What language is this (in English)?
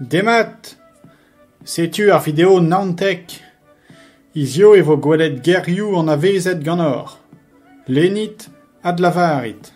Breton